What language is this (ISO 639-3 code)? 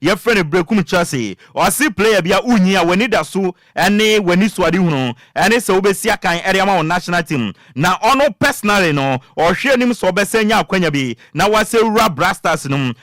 aka